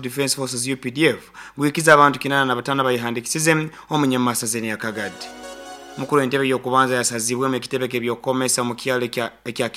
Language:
Nyoro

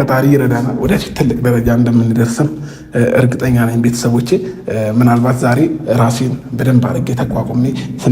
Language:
Amharic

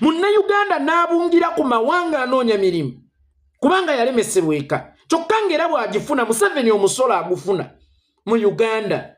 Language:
Ganda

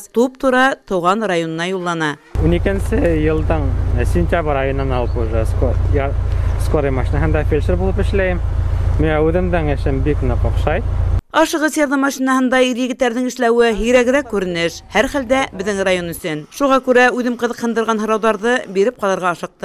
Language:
Bashkir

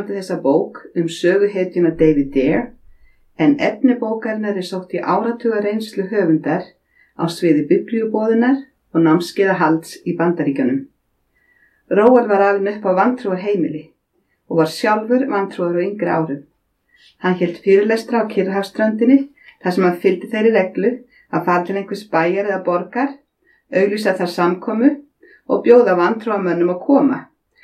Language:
Icelandic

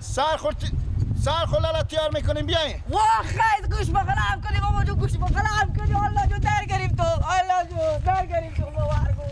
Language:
Persian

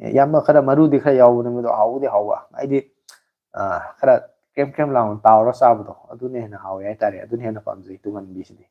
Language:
Manipuri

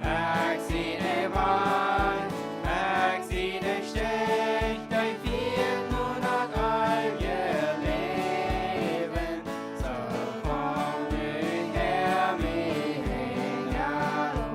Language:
Plautdietsch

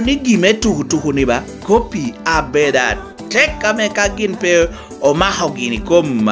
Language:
Lango (Uganda)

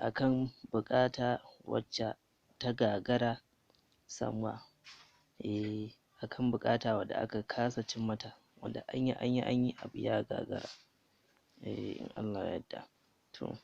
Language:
Hausa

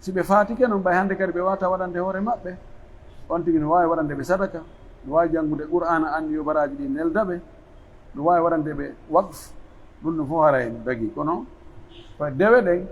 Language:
Pular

